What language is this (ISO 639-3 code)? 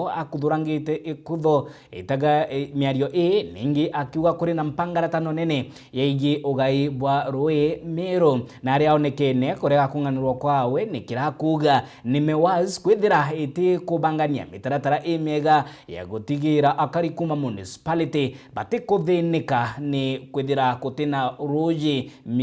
mer